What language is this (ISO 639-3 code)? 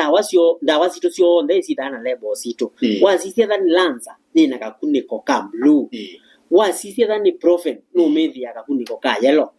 kam